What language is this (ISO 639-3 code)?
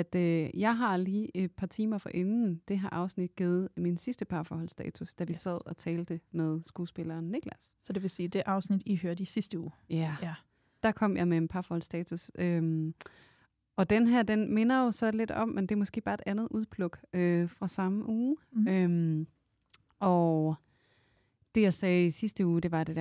dan